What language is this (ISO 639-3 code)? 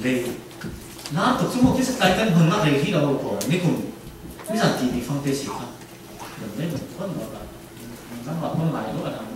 cfm